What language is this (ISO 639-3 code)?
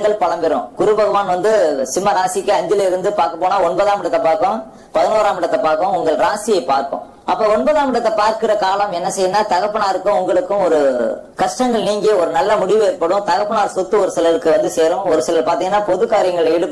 tam